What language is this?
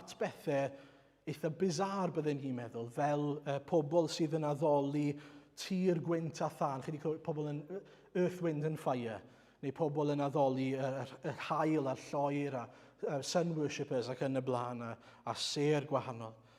Welsh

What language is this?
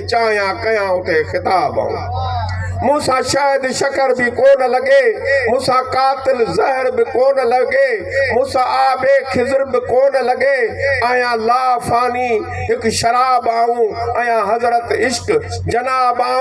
Sindhi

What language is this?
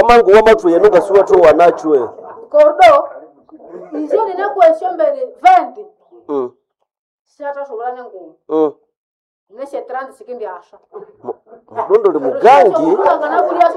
Nande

